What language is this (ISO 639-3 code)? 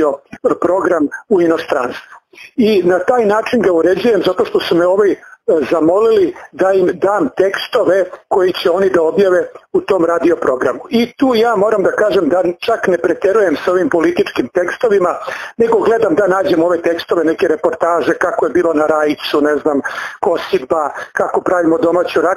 srp